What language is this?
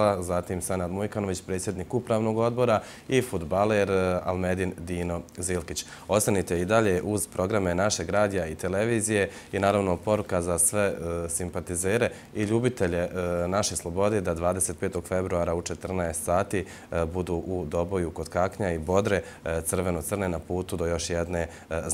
Bosnian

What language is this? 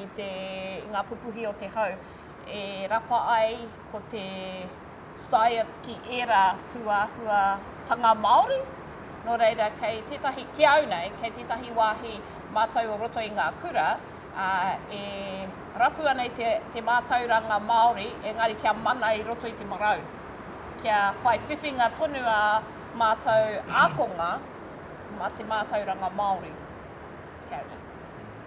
Māori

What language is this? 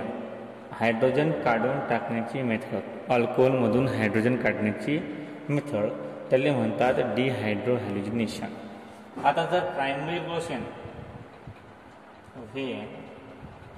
Marathi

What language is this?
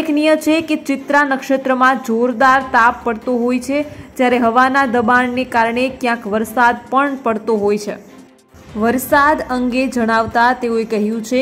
Gujarati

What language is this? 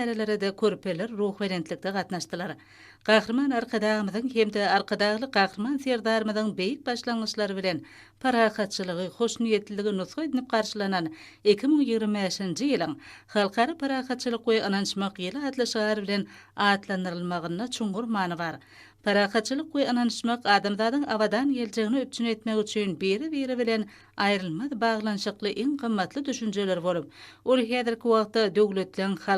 Turkmen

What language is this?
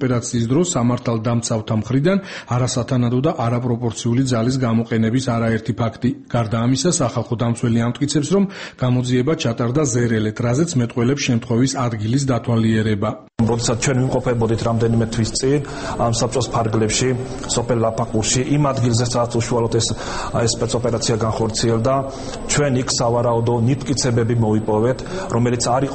Georgian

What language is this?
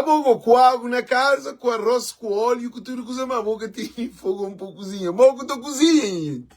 Kabuverdianu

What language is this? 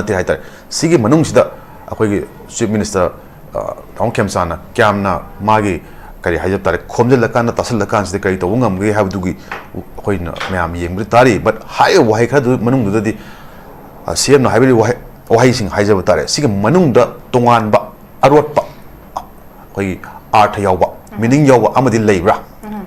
Manipuri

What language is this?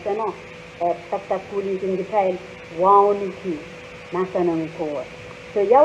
Pohnpeian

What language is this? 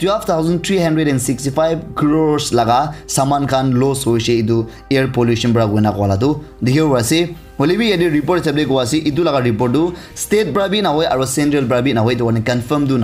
Naga Pidgin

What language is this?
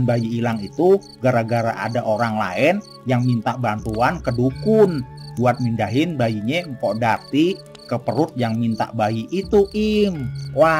Betawi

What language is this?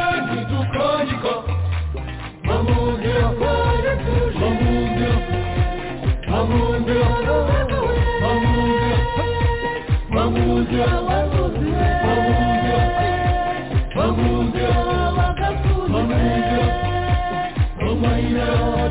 Kinyarwanda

